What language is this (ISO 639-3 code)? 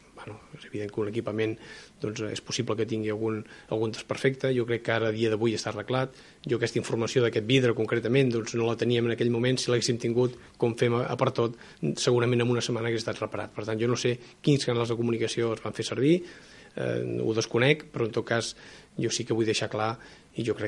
cat